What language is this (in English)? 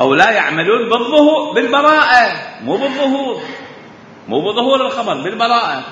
Mesopotamian Arabic